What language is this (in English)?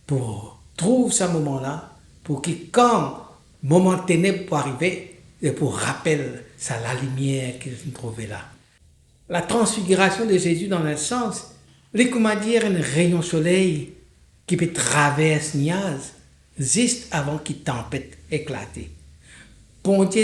Morisyen